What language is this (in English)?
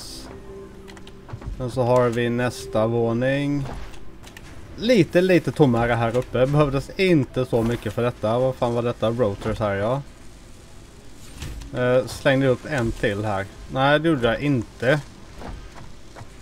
Swedish